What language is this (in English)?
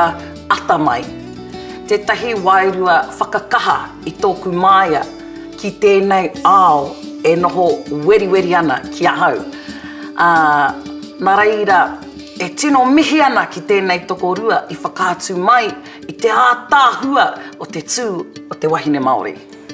Māori